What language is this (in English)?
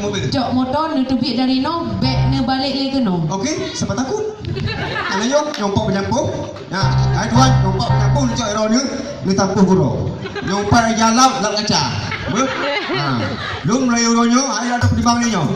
Achinese